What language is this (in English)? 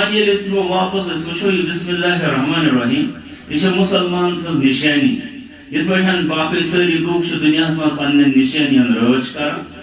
Kashmiri